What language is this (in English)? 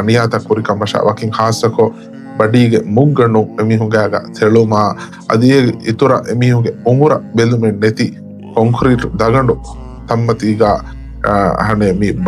Divehi